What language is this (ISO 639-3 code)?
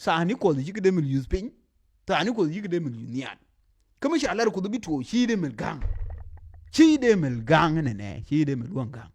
nus